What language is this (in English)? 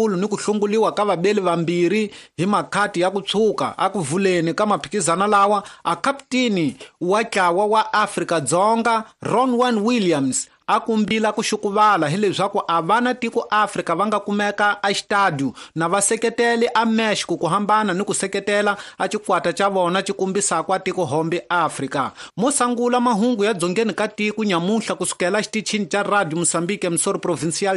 Tsonga